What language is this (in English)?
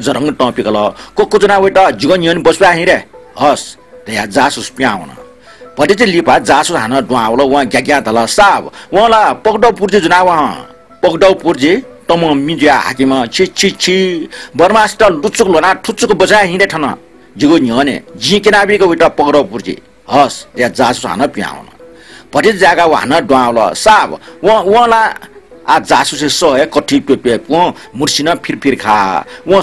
Newari